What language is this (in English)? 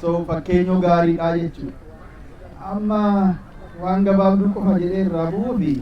Oromo